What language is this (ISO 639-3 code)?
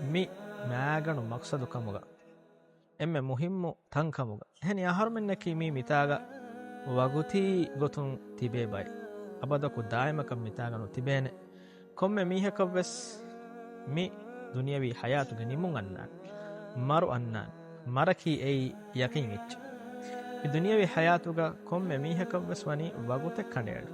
div